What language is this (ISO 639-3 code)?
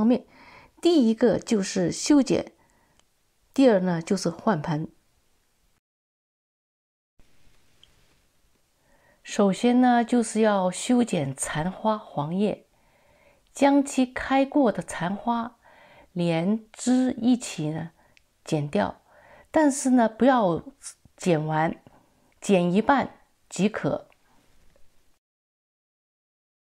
zho